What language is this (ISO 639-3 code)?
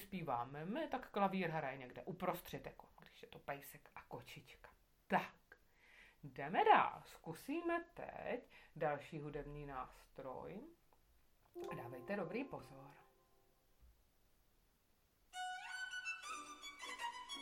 ces